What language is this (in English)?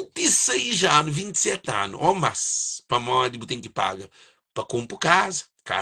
Kabuverdianu